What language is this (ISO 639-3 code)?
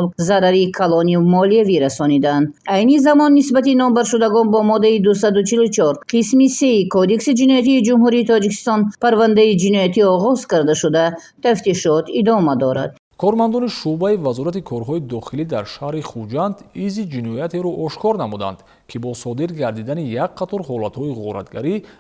tgk